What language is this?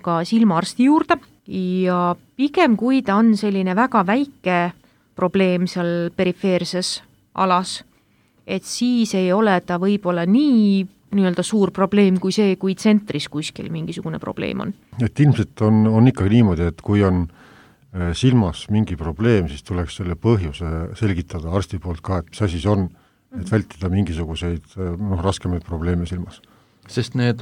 Estonian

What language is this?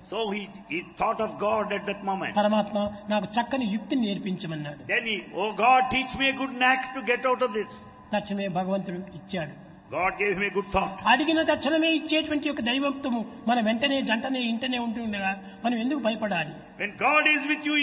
Telugu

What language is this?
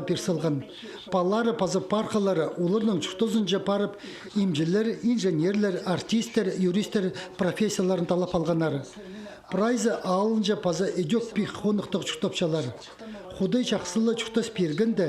Khakas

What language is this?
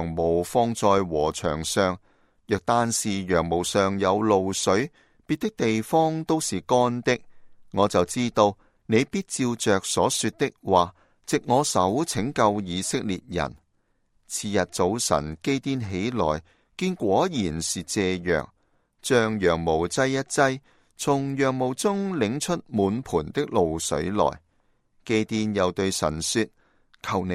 Cantonese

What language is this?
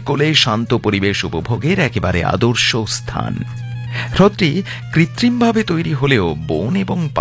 Bangla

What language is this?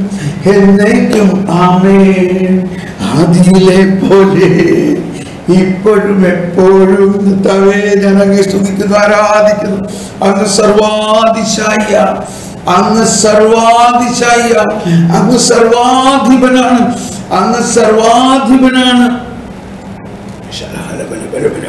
Malayalam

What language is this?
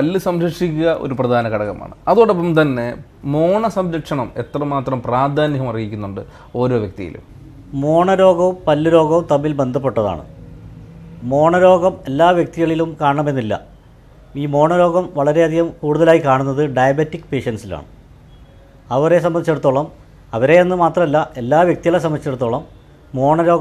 Malayalam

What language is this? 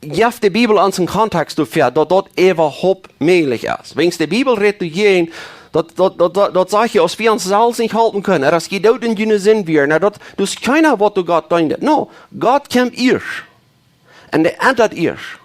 Plautdietsch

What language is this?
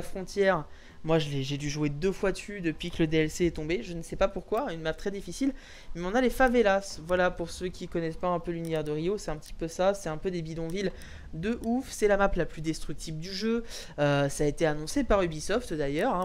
French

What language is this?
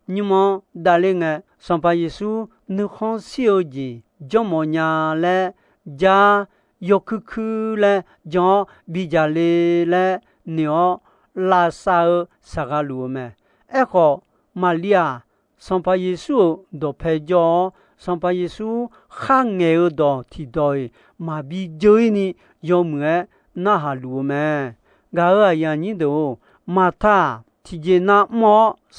Akha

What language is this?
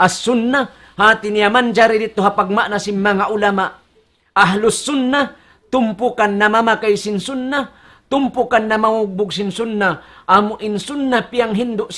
Tausug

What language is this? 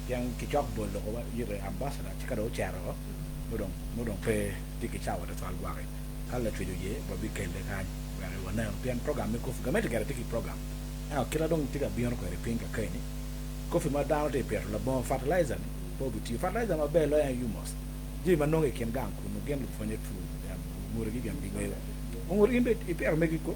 Acoli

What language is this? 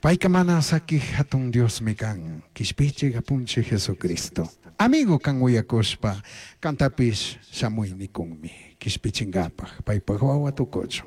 Chimborazo Highland Quichua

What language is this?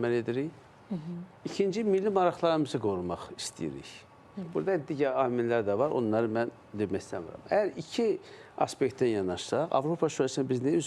Azerbaijani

